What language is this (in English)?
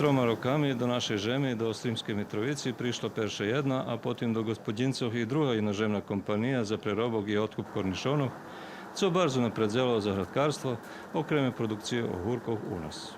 Rusyn